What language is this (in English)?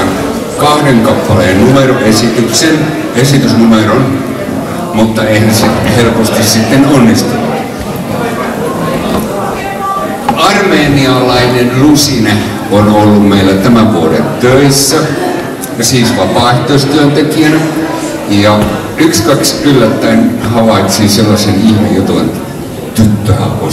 Finnish